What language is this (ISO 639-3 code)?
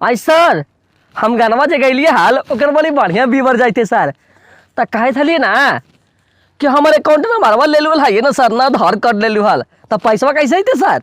mag